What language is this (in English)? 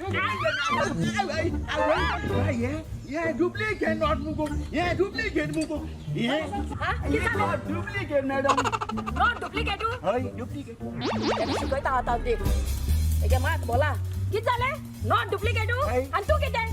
Konkani